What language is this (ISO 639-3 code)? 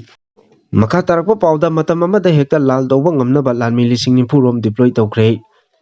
mni